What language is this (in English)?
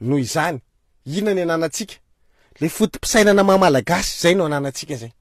Malagasy